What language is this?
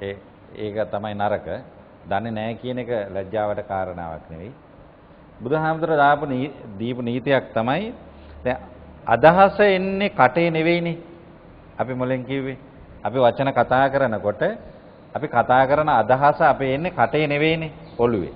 Sinhala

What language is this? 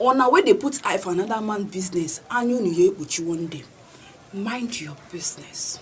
Nigerian Pidgin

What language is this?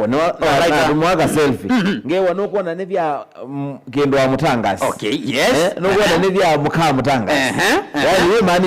Kamba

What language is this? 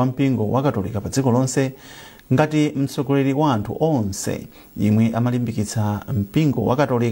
Nyanja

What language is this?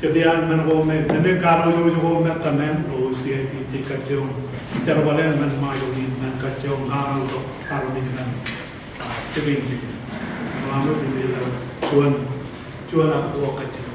Marshallese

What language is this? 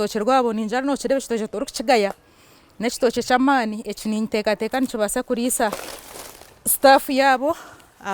Nyankole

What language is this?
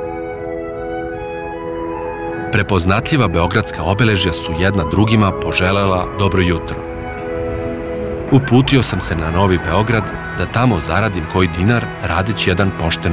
Serbian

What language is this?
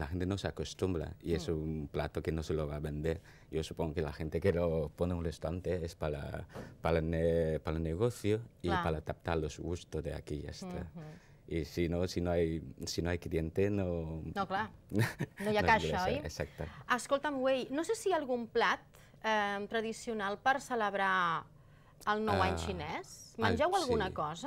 Catalan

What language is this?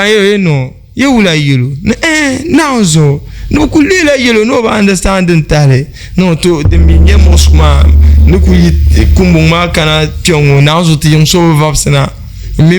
Dagbani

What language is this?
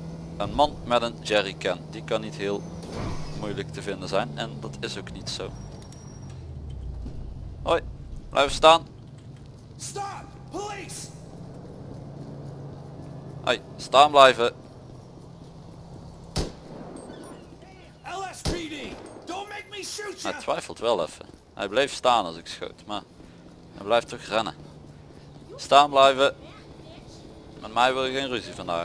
Dutch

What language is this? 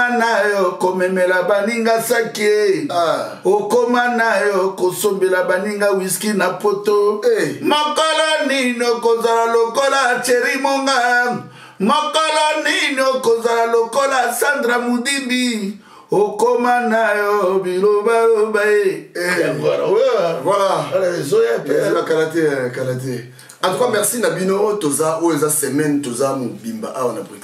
Lingala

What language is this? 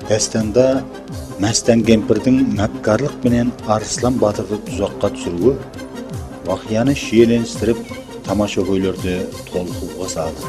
Kara-Kalpak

